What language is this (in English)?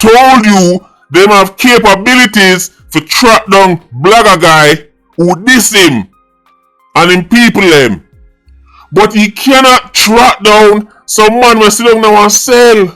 Jamaican Creole English